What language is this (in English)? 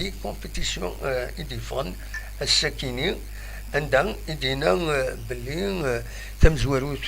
Kabyle